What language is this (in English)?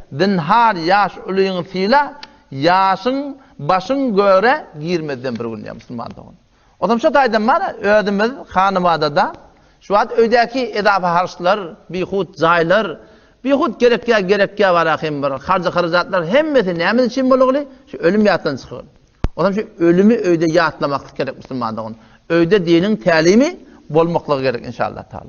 Turkmen